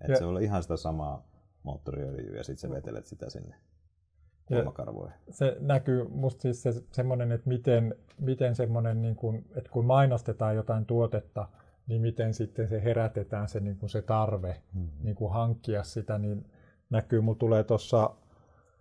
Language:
Finnish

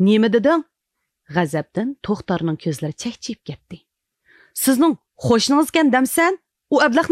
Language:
Uyghur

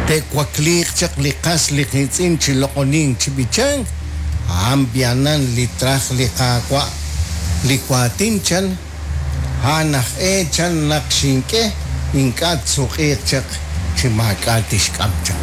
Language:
Kekchí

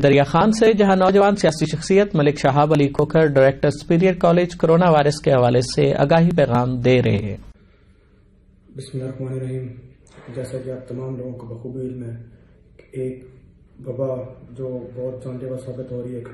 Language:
Urdu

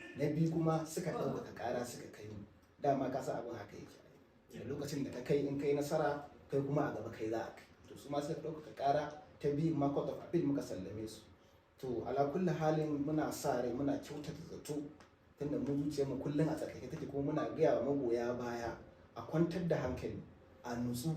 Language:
Hausa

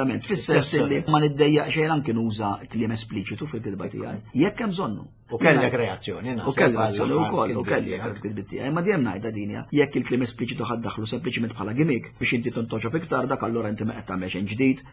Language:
Maltese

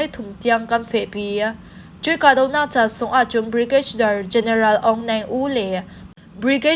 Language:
Falam Chin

